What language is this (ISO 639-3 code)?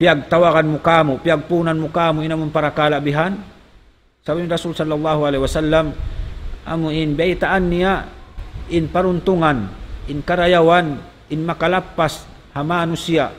tsg